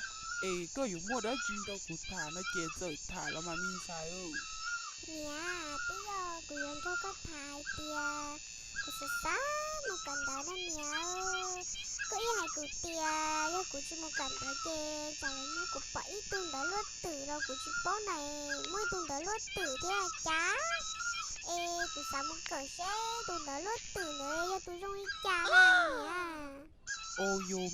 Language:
Hmong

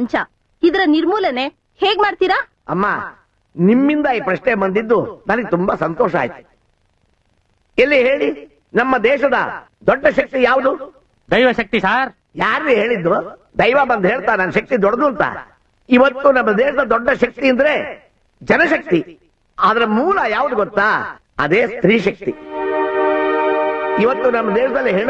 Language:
Kannada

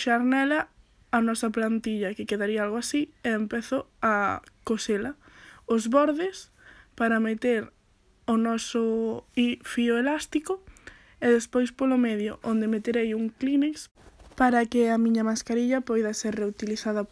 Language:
Galician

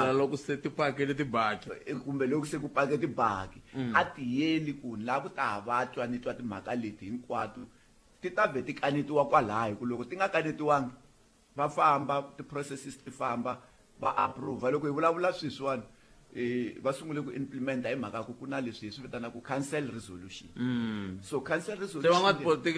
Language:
Tsonga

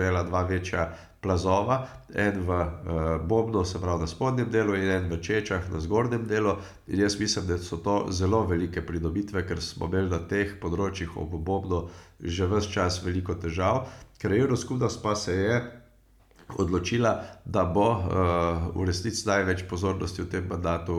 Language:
Slovenian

